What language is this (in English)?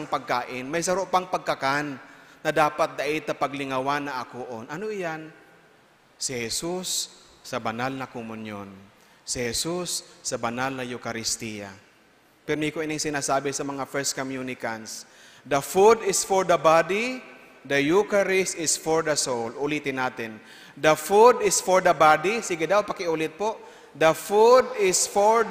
Bikol